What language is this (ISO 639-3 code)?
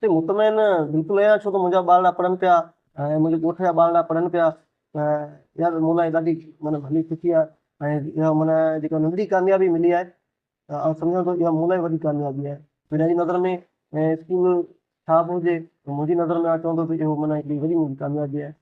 snd